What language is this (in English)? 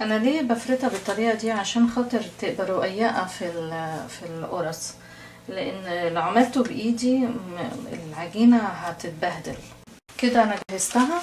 Egyptian Arabic